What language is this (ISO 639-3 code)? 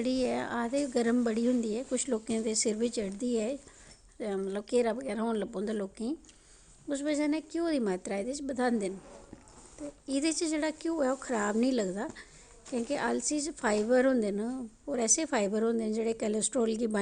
doi